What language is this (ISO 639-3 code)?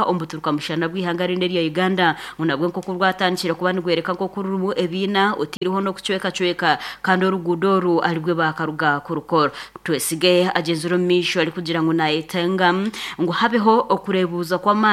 nyn